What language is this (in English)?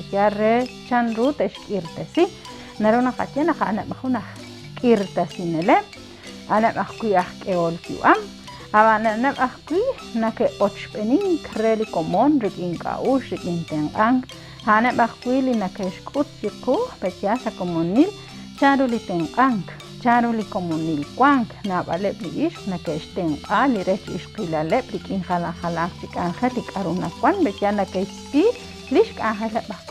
Kekchí